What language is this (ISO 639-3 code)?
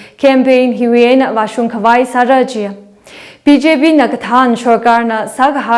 nmf